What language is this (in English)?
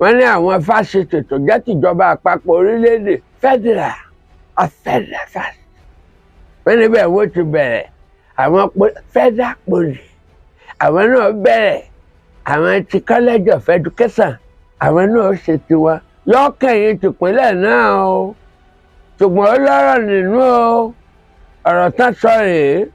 Yoruba